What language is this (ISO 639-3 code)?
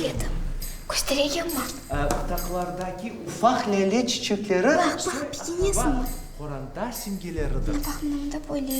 crh